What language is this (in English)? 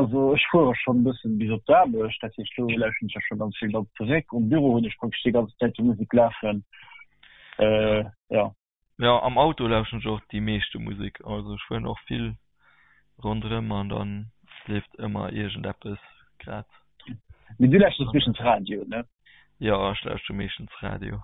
Luxembourgish